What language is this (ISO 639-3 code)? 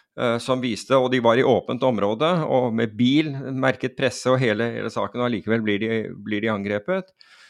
nor